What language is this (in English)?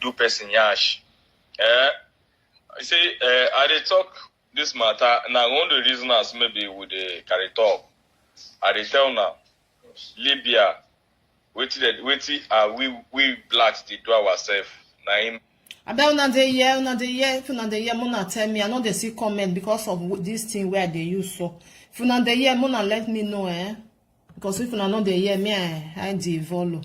Nigerian Pidgin